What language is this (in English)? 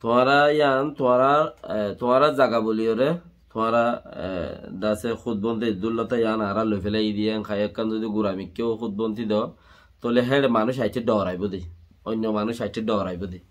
Rohingya